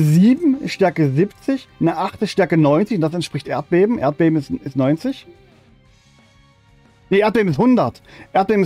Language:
German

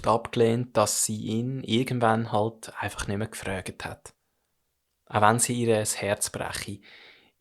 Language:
Swiss German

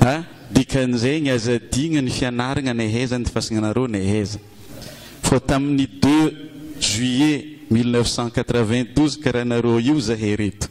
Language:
Malagasy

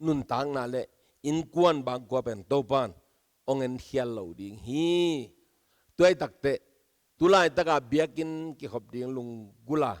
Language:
Tedim Chin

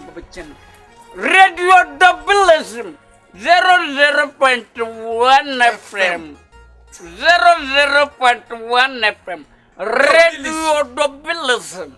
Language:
Dagbani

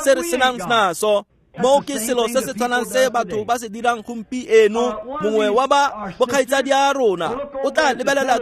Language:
Tswana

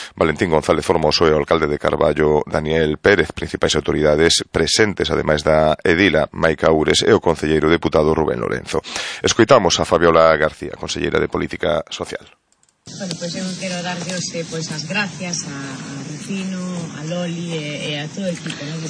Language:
Galician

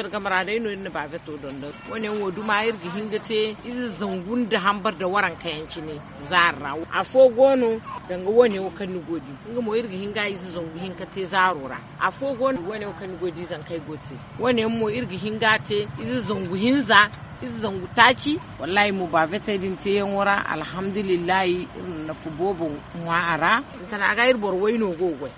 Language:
Zarma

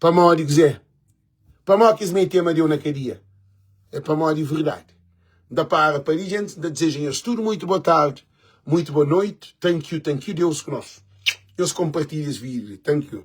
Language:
Kabuverdianu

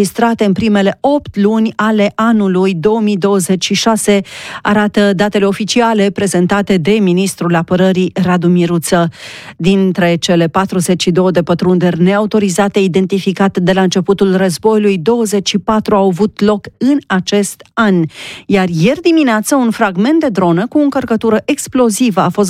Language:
Romanian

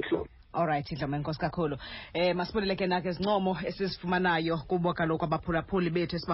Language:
Xhosa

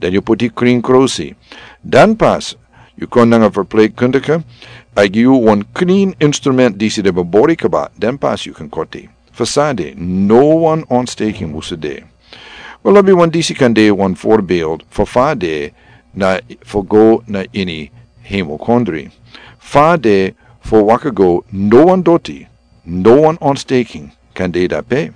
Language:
Sranan Tongo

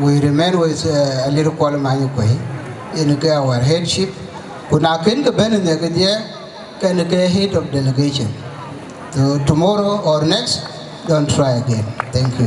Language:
Dinka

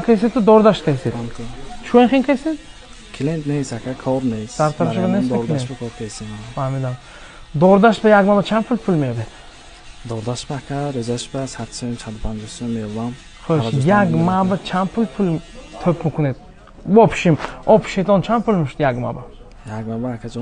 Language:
Tajik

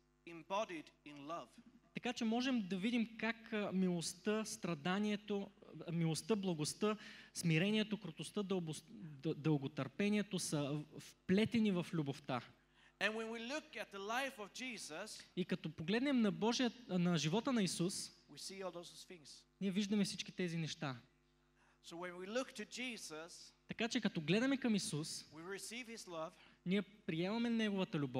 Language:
Bulgarian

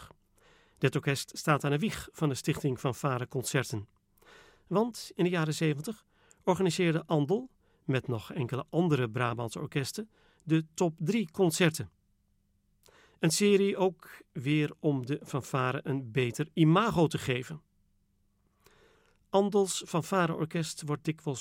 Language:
Dutch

